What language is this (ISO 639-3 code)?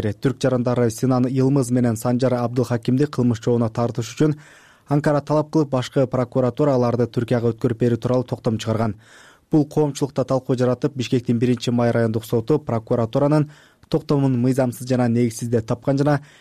kir